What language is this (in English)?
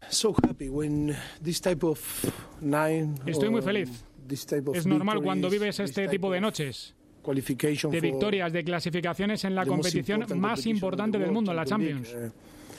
Spanish